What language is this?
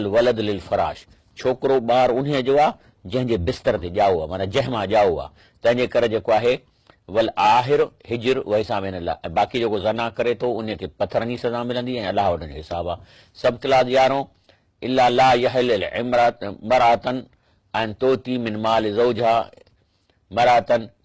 Sindhi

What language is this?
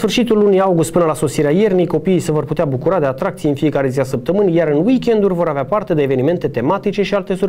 Romanian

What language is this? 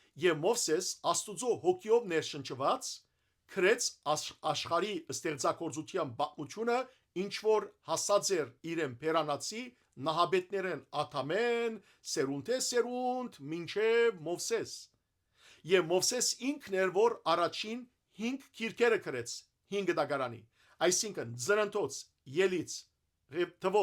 Western Armenian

